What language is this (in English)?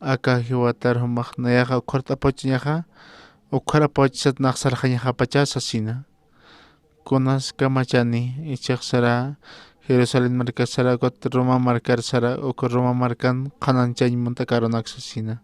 Aymara